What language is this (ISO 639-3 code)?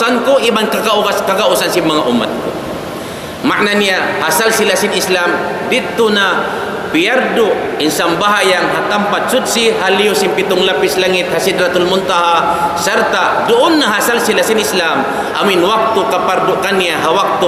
tsg